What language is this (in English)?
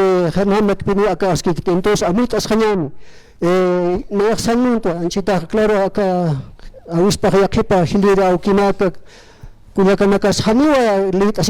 Aymara